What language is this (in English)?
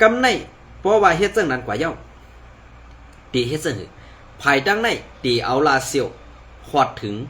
Shan